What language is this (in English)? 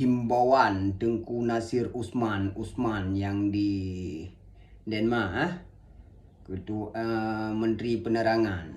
Achinese